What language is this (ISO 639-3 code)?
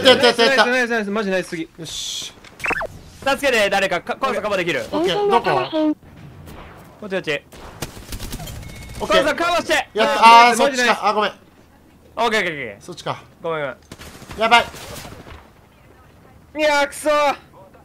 jpn